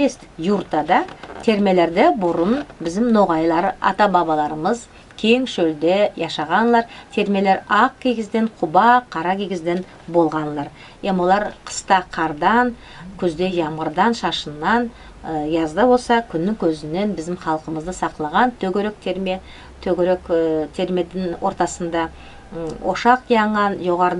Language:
Nogai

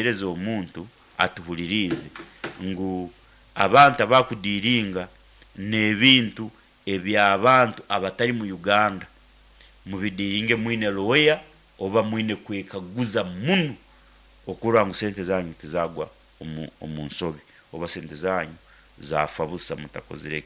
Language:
Nyoro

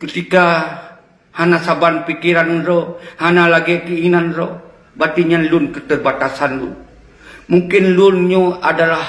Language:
Achinese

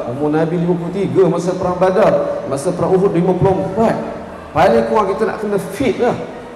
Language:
Malay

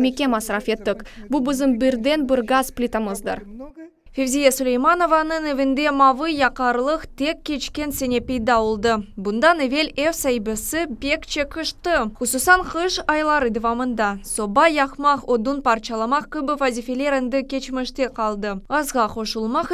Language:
Crimean Tatar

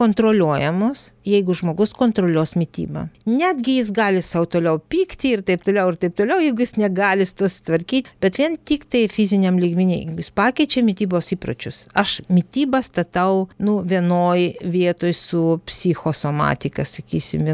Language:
Lithuanian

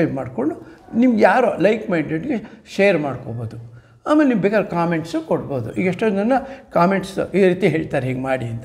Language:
Kannada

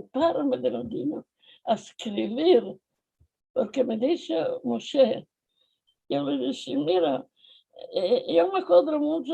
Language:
Ladino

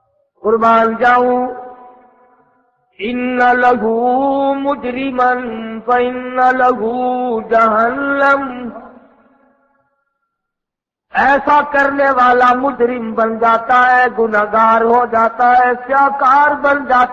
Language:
Urdu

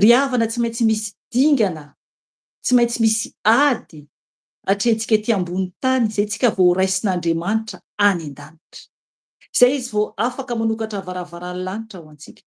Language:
Malagasy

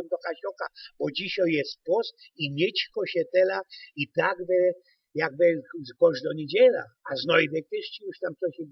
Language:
Silesian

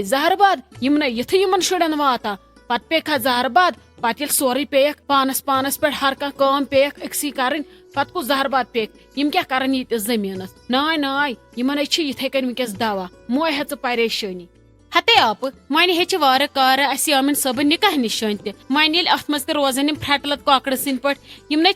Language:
Kashmiri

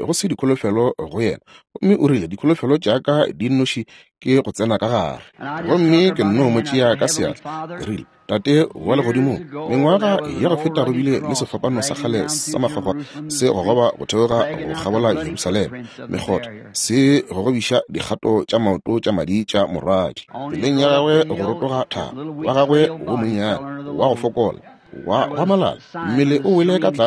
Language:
Northern Sotho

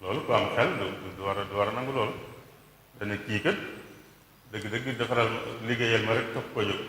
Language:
Wolof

